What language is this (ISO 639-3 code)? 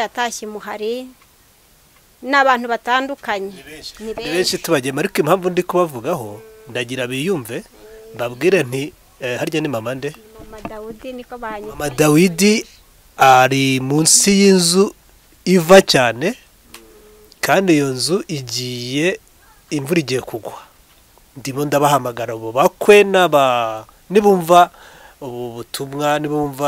kin